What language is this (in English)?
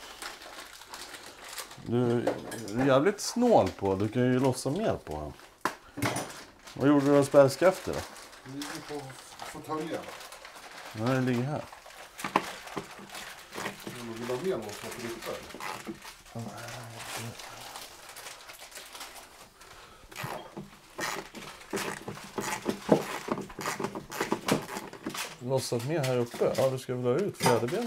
Swedish